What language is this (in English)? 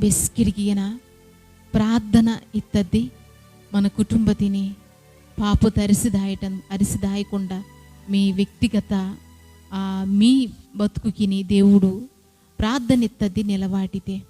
Koya